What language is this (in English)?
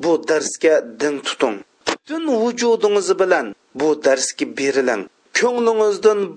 Uyghur